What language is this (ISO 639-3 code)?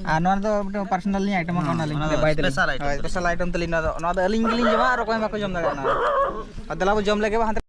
sat